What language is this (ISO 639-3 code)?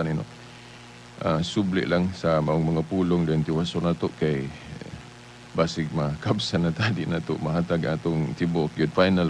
ceb